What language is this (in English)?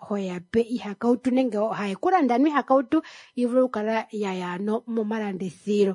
Kuanyama